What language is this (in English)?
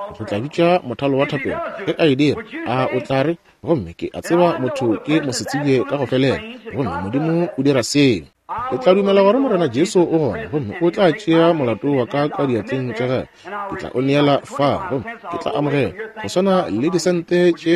Northern Sotho